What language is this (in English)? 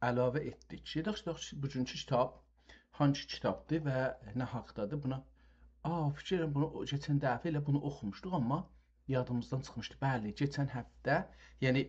South Azerbaijani